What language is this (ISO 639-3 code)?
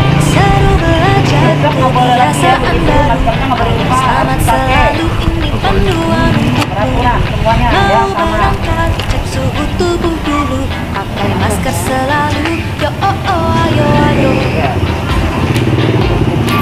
ind